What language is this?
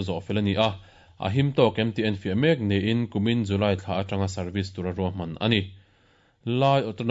Mizo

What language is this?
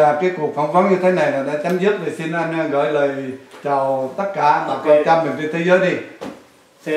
Vietnamese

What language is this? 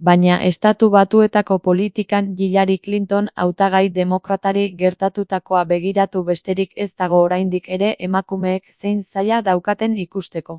Basque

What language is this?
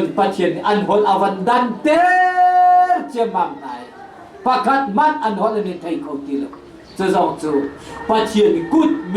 Hakha Chin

